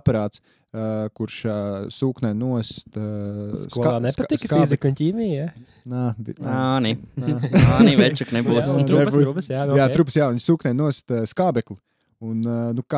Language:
Latvian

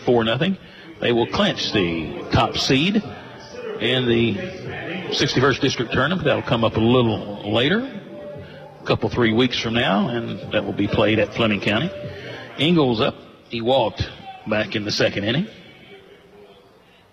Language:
English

